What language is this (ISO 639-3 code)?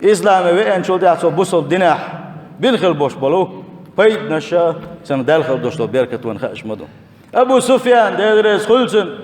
che